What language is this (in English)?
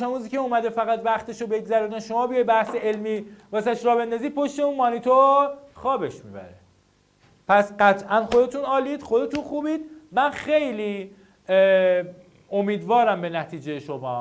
Persian